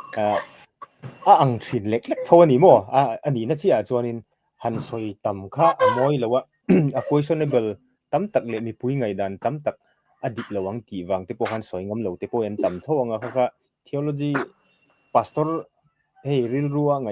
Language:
Mizo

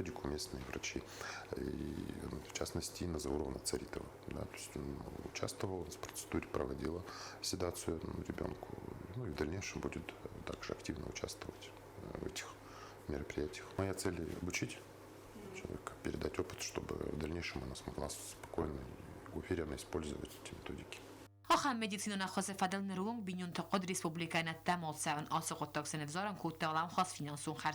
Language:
Ossetic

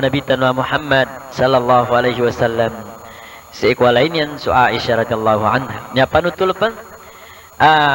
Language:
Maranao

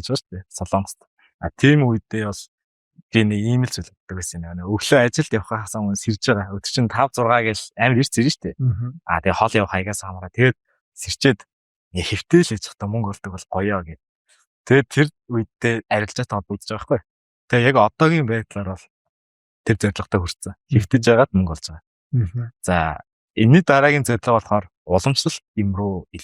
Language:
Mongolian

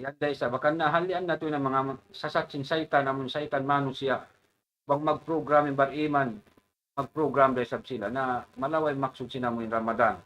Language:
Tausug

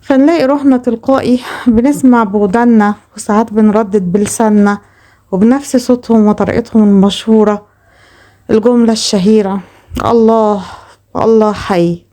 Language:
Egyptian Arabic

